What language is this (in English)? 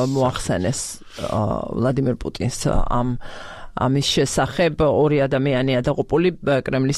Georgian